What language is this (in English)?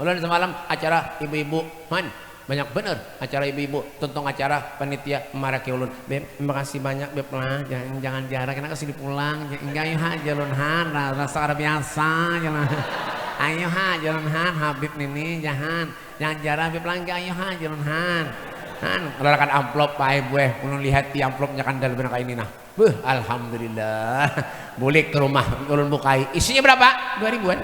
Banjar